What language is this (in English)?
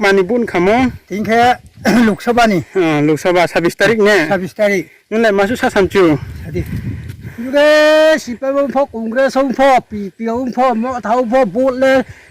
Riang (India)